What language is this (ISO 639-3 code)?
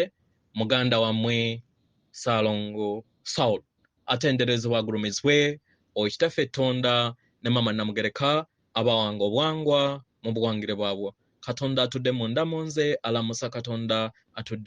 lug